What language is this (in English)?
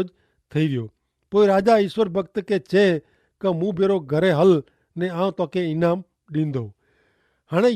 Kachhi